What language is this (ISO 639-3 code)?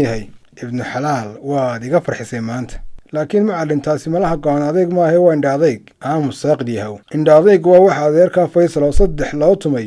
som